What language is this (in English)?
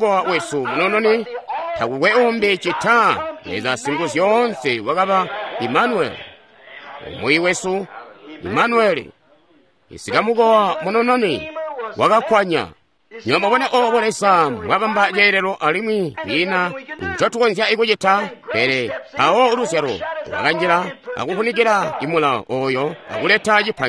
Tonga (Zambia)